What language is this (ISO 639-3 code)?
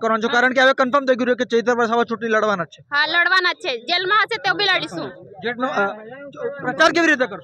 guj